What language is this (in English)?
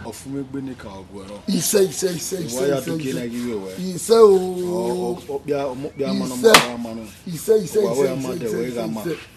Bini